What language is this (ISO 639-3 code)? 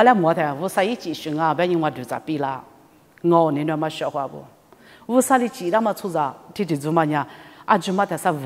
lis